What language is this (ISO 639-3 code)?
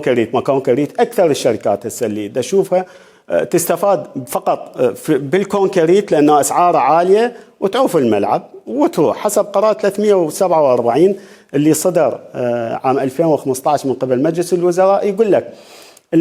acm